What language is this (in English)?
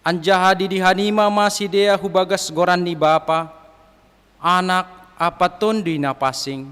Batak Simalungun